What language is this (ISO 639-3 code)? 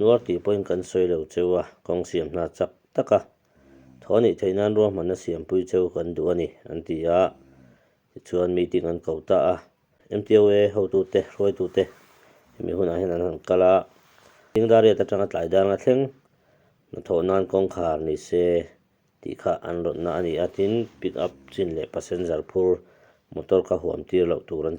lus